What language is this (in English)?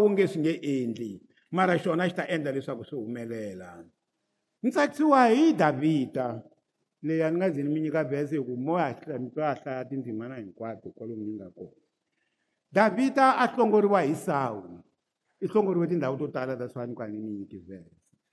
Tsonga